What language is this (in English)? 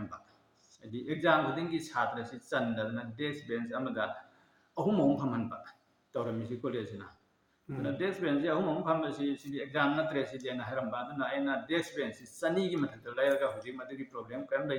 Manipuri